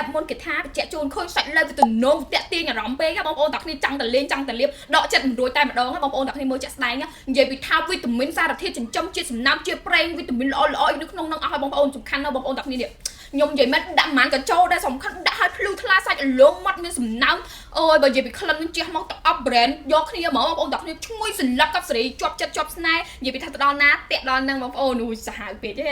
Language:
Khmer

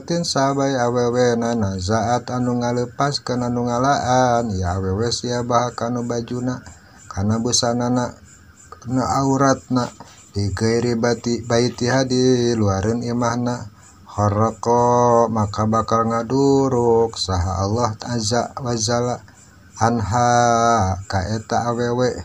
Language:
Sundanese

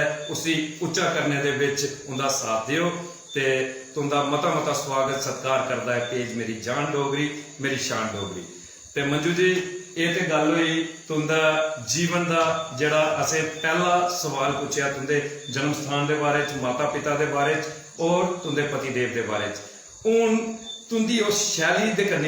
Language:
Dogri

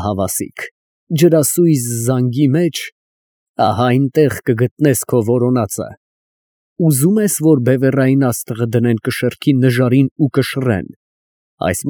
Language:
Armenian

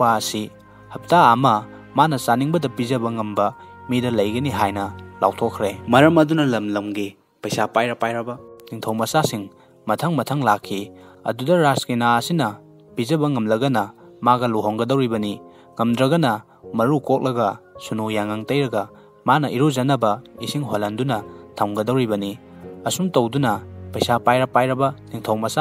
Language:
Manipuri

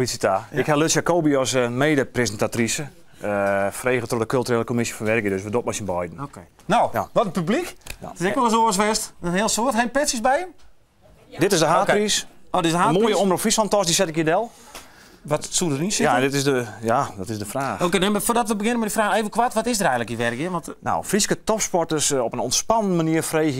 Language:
Western Frisian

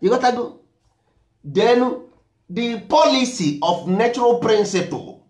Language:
Igbo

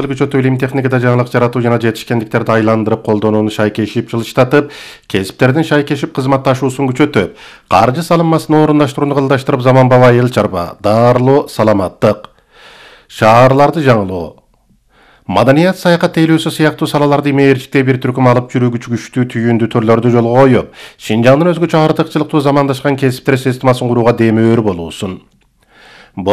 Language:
Kyrgyz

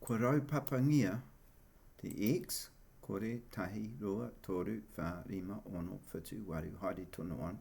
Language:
Māori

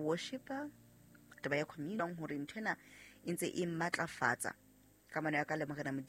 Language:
Southern Sotho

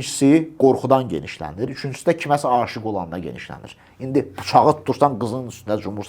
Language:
Azerbaijani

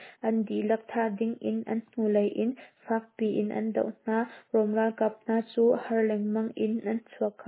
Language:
Hakha Chin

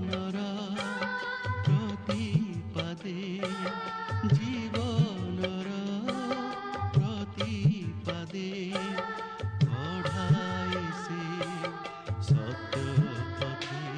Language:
Odia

